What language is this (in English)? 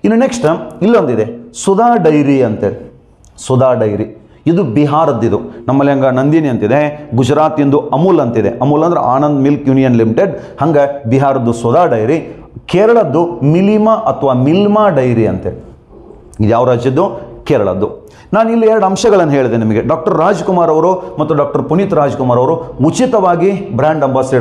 Kannada